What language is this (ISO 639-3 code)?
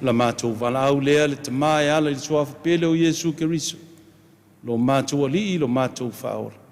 smo